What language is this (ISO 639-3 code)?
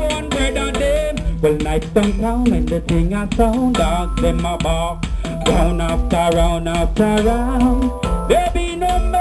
jam